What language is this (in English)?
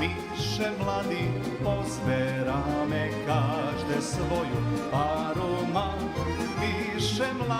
Rusyn